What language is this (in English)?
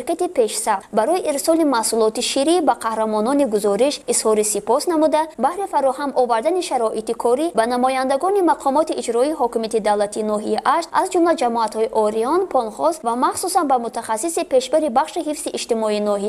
Tajik